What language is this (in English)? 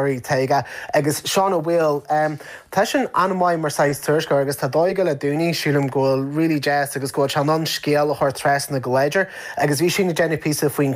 Irish